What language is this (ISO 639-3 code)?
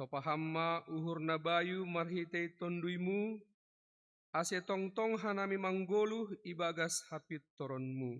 bts